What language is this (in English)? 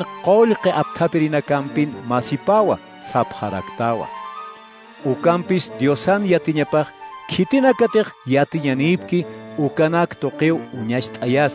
Aymara